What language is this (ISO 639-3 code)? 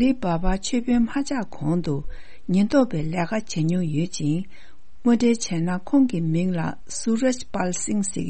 bod